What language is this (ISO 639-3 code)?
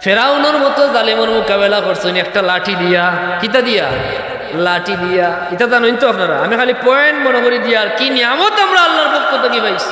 syl